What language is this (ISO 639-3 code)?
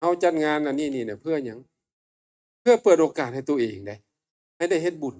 tts